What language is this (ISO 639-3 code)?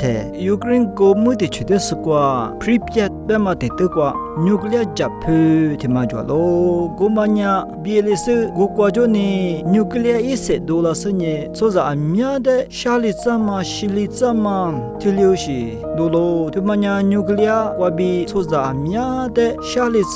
lis